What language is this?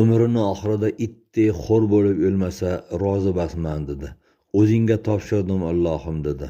Uzbek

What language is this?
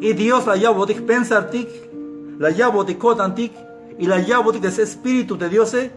Tzeltal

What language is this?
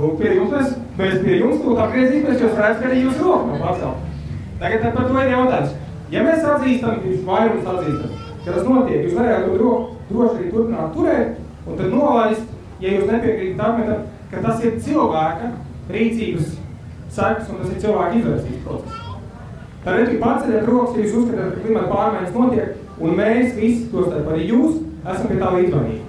Latvian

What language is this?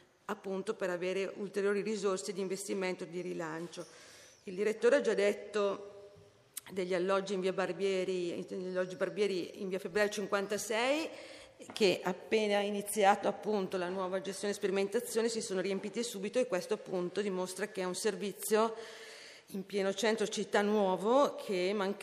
Italian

